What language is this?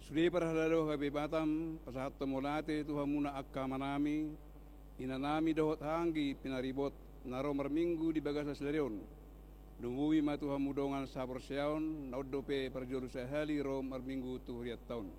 Batak Toba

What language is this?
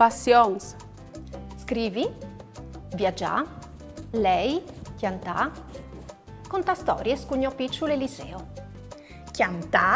Friulian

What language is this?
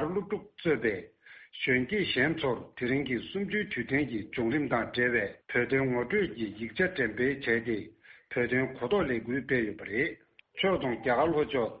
Tibetan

